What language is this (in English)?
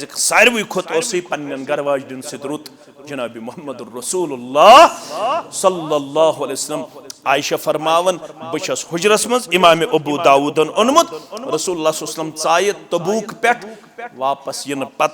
Kashmiri